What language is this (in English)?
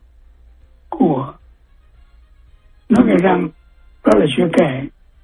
Vietnamese